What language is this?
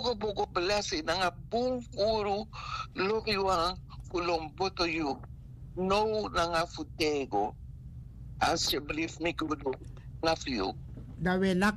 Sranan Tongo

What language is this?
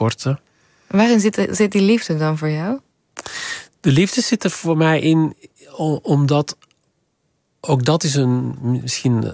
Dutch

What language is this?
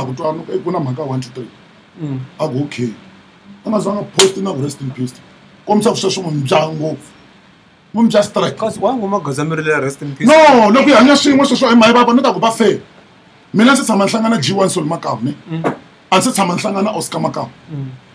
Tsonga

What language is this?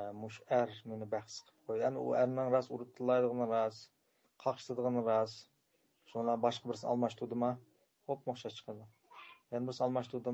Uyghur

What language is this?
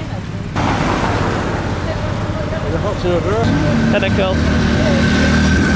Dutch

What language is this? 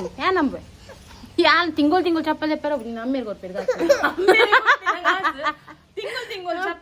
Tulu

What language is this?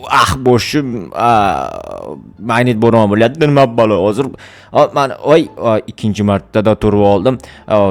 Uzbek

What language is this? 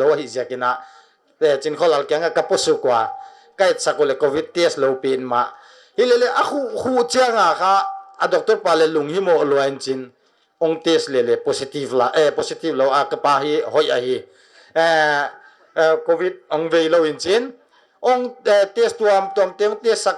Paite Chin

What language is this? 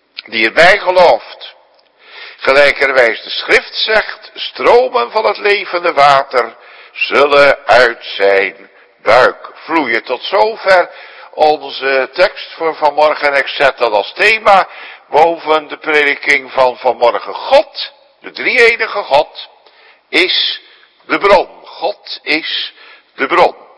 Dutch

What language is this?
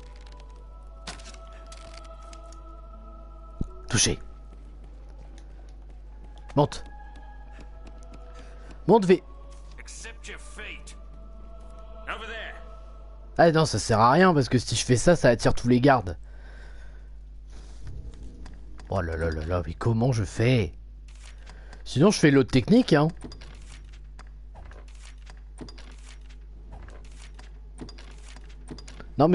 French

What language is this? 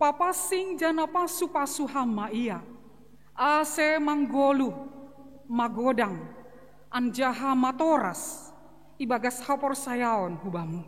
Batak Simalungun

